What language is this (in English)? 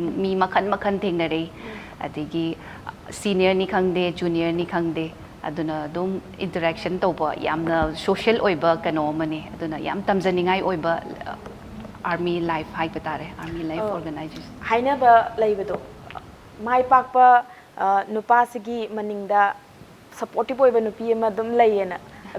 Manipuri